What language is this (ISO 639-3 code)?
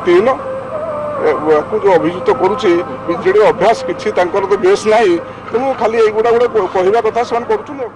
ori